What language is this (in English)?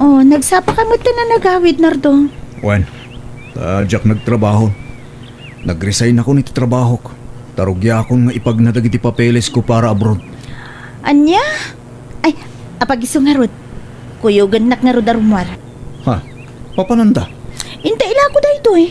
Iloko